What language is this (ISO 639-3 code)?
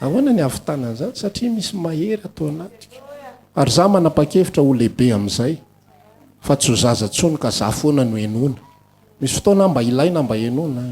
mlg